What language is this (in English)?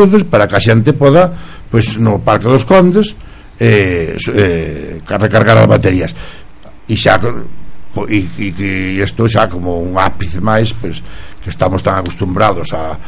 Galician